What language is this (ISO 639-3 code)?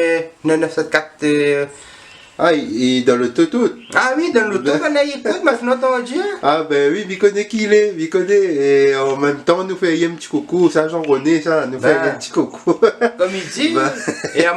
rcf